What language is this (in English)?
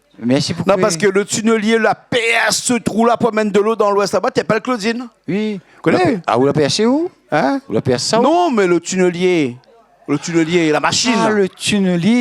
Réunion Creole French